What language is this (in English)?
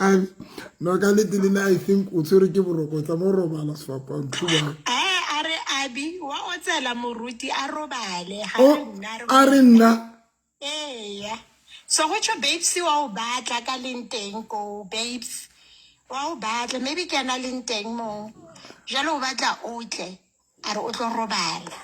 Southern Sotho